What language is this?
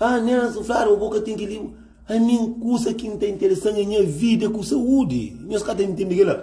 Kabuverdianu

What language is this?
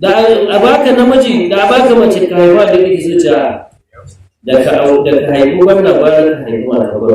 Hausa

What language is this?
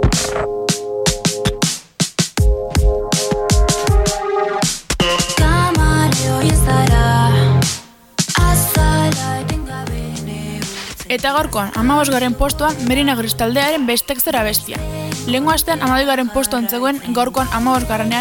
Basque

